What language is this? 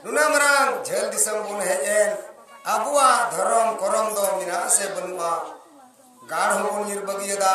Santali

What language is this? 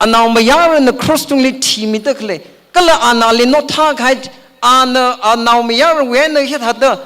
Tangkhul Naga (India)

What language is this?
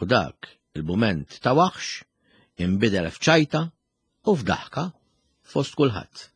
Maltese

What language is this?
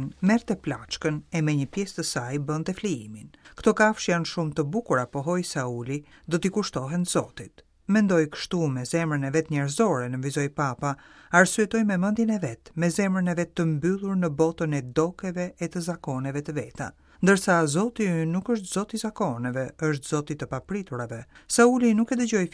Albanian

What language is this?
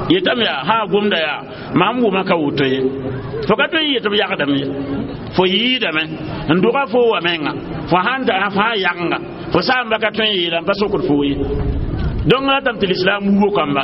Mossi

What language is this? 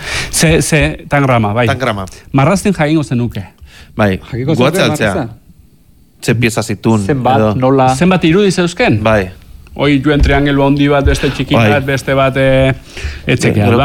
Basque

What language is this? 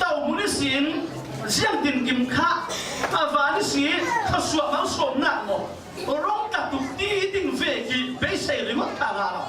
Falam Chin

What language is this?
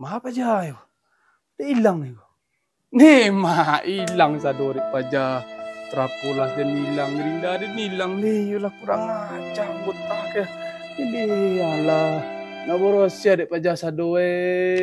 Minangkabau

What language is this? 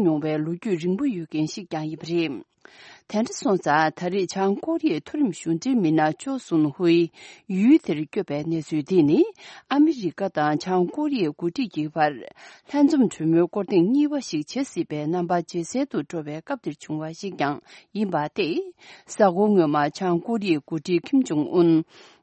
Tibetan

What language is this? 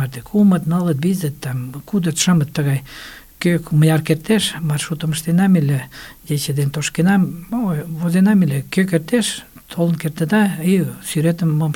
Mari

